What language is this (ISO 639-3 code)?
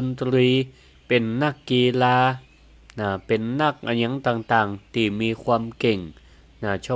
nod